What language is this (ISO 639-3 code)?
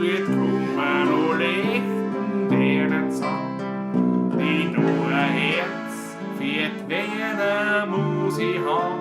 bar